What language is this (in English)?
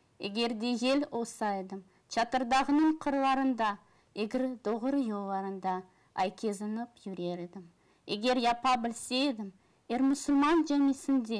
Crimean Tatar